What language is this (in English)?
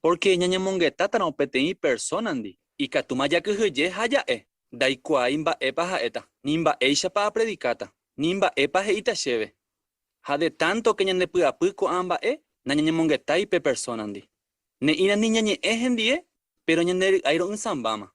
Guarani